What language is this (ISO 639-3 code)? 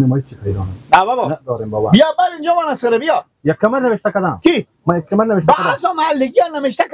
fas